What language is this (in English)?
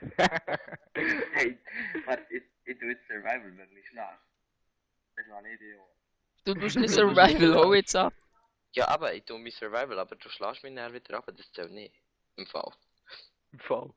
Swiss German